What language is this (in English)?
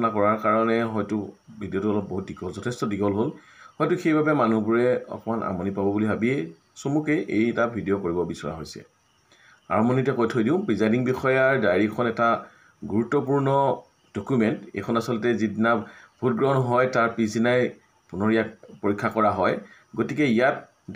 Assamese